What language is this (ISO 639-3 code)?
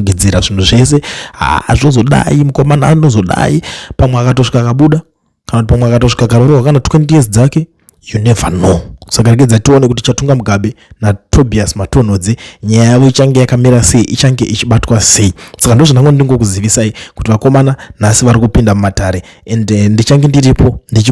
sna